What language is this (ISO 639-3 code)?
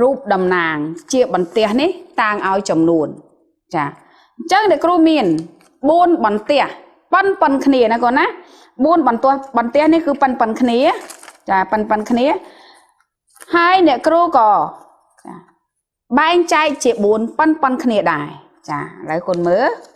khm